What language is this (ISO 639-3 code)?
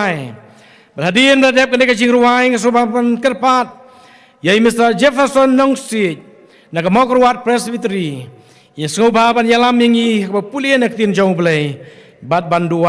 kha